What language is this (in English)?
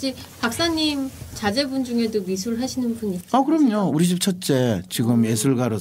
Korean